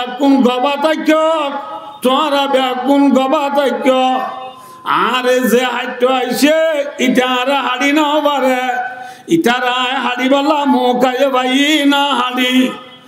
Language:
Rohingya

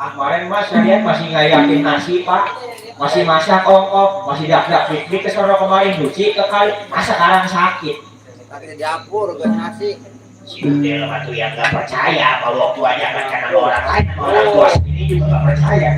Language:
Betawi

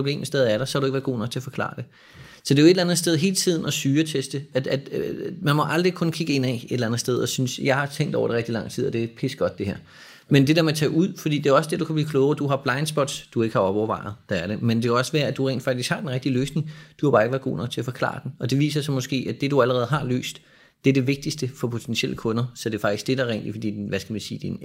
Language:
Danish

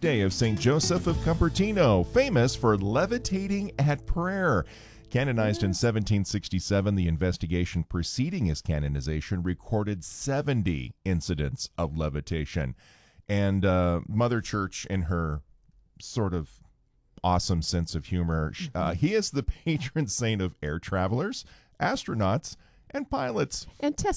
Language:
English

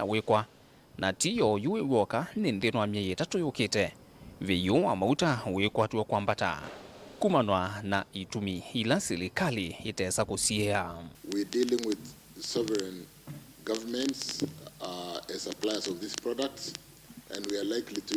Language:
Kamba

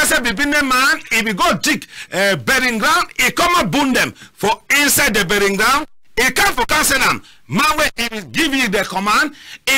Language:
Cameroon Pidgin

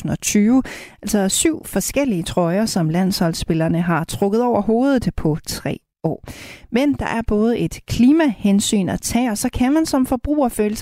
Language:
Danish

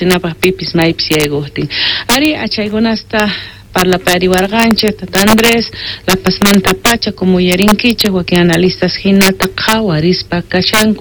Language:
Quechua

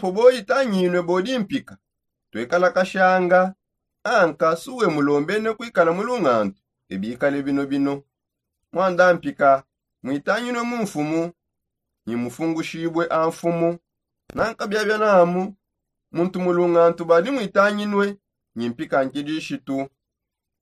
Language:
Songe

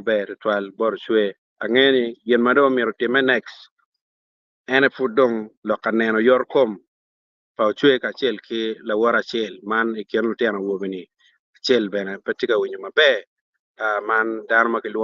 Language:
Acoli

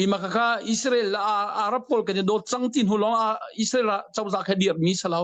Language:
Hakha Chin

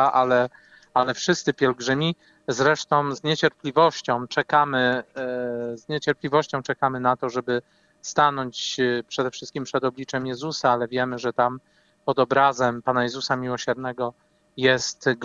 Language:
Polish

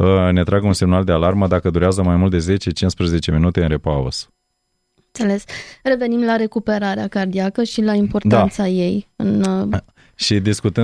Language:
Romanian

